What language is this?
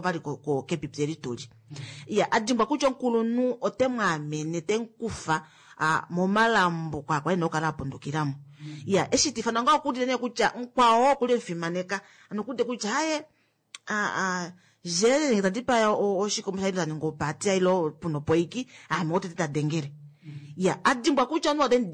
Kuanyama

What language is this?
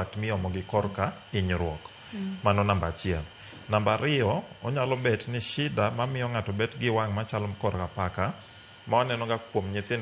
Luo (Kenya and Tanzania)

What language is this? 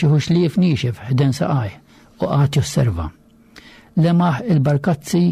Maltese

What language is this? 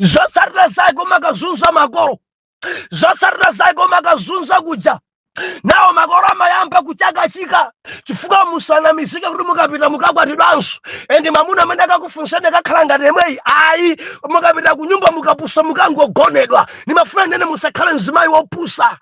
Nyanja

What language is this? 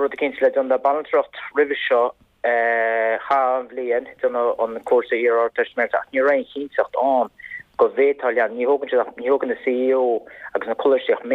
Irish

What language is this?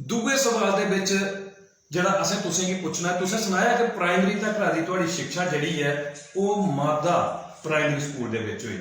Dogri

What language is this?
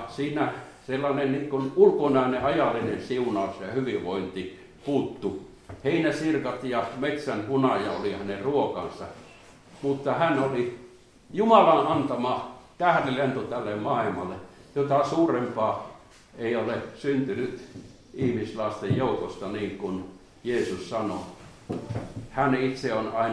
Finnish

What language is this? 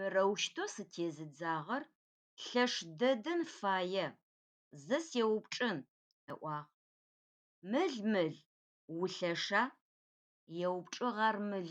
Adyghe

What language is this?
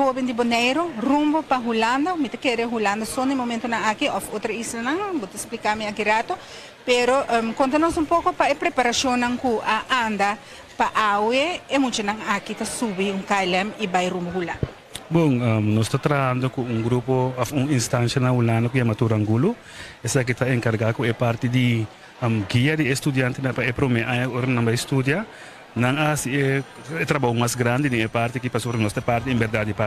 Papiamento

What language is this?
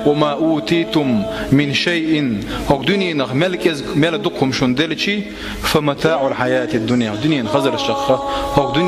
Chechen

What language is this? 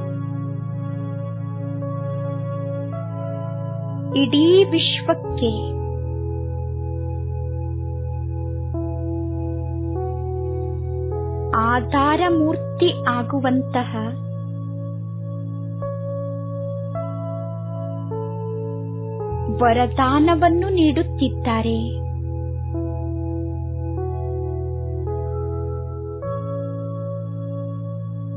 Kannada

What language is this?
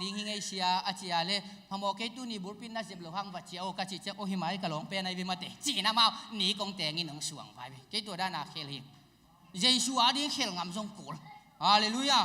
Tedim Chin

